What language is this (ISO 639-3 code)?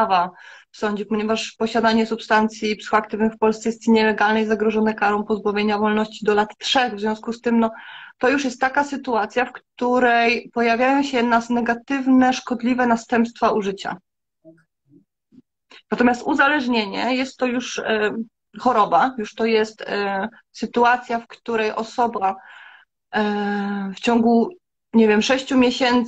pol